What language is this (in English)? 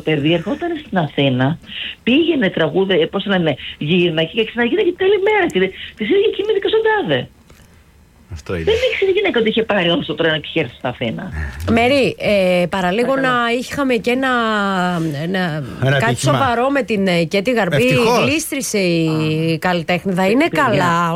Greek